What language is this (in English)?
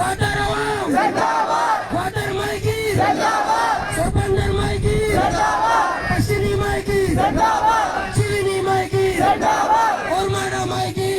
Baluchi